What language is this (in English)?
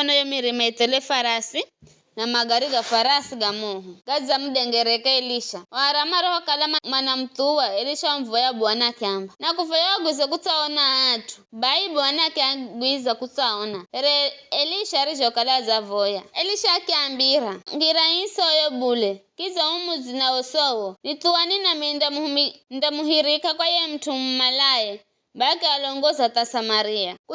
Giryama